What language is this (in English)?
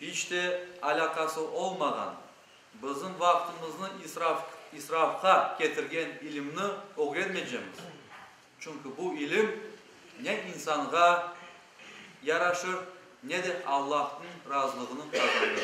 Crimean Tatar